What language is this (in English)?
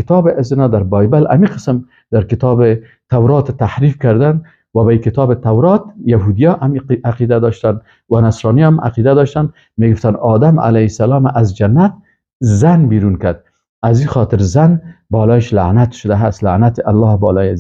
Persian